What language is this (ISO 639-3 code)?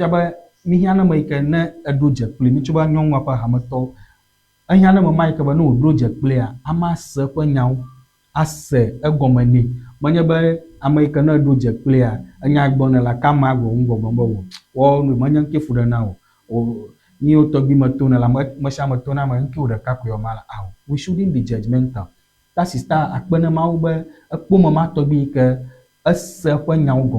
ewe